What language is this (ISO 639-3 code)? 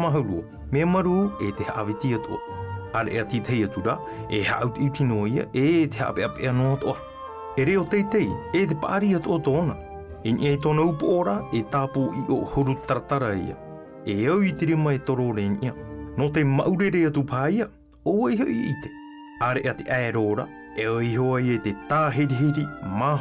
tah